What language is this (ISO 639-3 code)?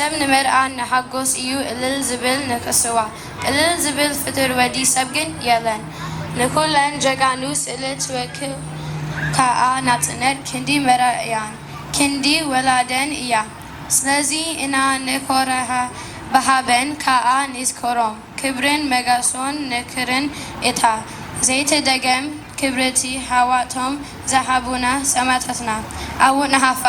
tir